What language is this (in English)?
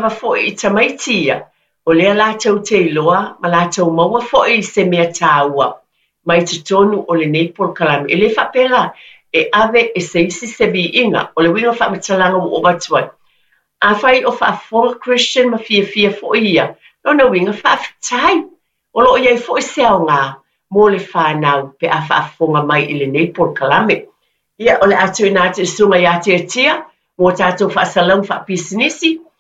Samoan